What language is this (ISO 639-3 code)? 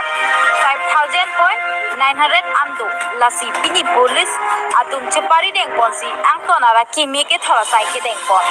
mjw